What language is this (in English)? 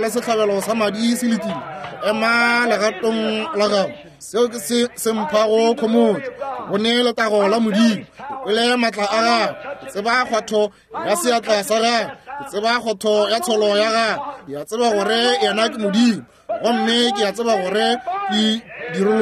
Northern Sotho